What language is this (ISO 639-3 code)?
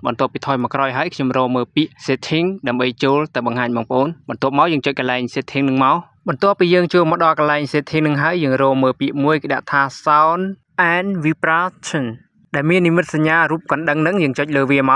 khm